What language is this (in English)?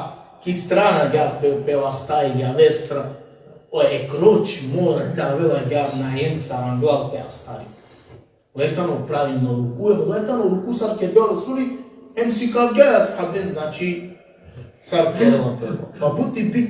Balkan Romani